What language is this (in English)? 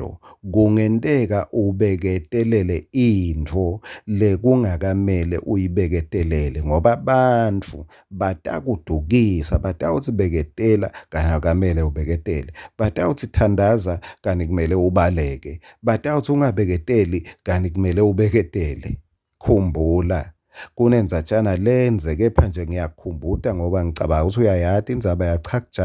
Swati